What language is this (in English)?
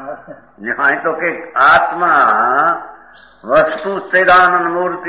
Gujarati